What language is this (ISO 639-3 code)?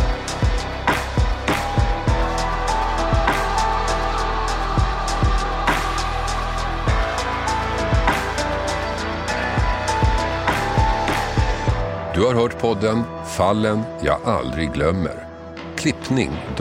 swe